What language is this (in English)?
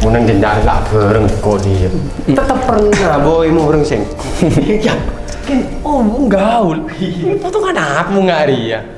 Madurese